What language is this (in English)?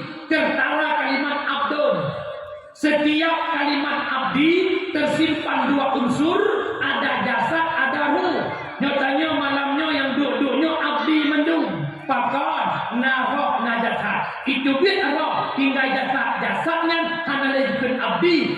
Achinese